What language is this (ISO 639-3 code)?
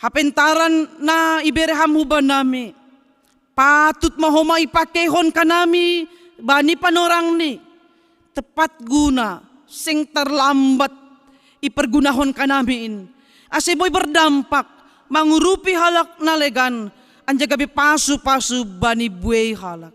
bts